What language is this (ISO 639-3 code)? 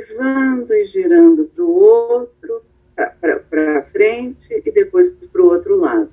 por